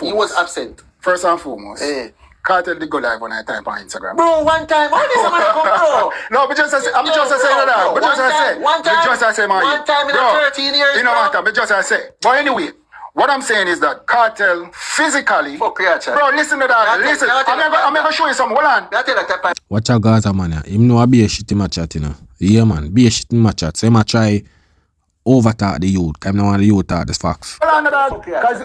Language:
Jamaican Creole English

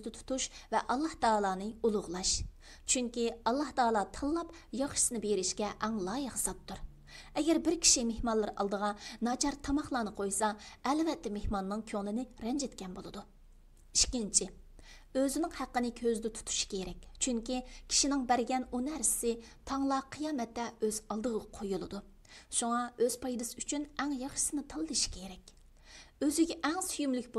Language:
Uyghur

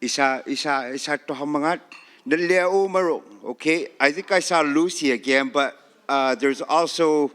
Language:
Inuktitut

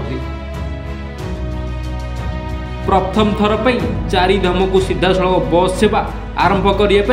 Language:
Odia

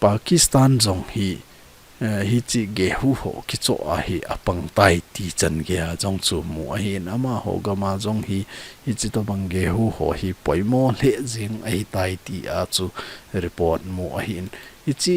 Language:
Thado Chin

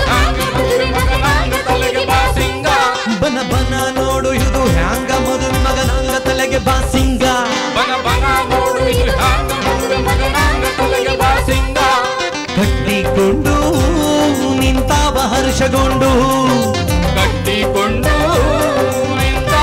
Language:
Kannada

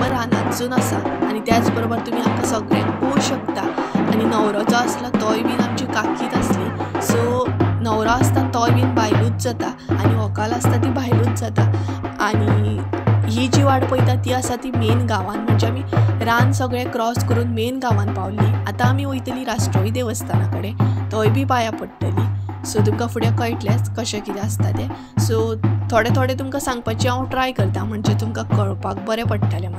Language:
Konkani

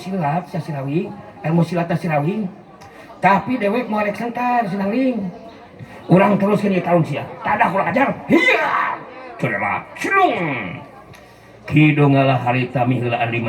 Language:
Sundanese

